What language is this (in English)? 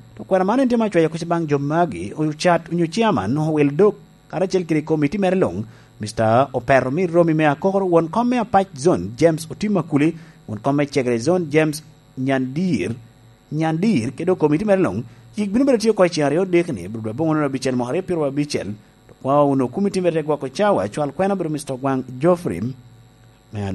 Lango (Uganda)